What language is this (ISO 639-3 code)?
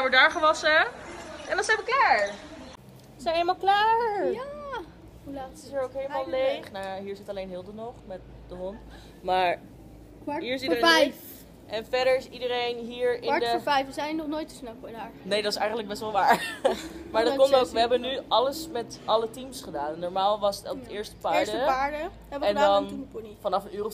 nld